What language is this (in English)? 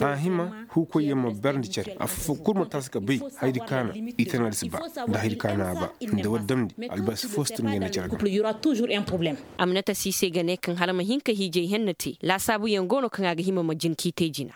Koyraboro Senni